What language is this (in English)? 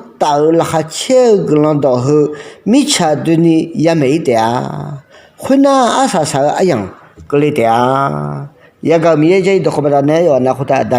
Akha